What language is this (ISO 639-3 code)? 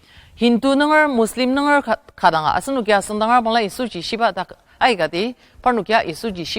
njo